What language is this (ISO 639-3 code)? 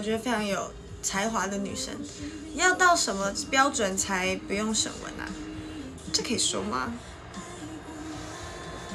zho